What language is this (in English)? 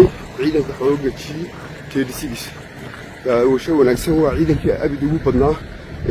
Somali